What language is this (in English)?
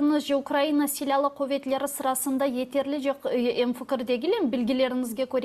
Crimean Tatar